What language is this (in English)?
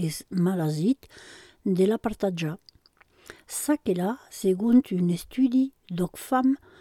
Occitan